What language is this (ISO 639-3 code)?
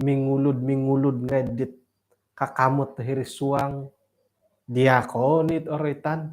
dtp